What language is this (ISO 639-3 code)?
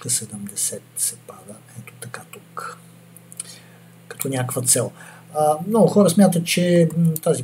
bul